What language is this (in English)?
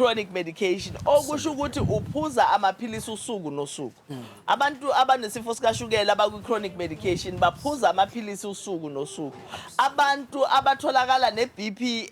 Zulu